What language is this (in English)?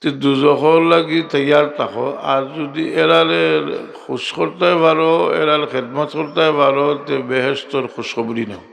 Sylheti